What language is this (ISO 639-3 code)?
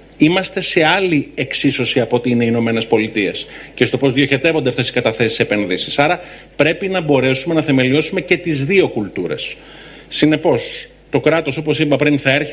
ell